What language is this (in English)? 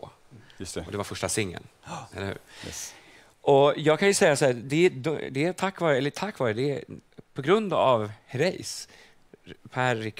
Swedish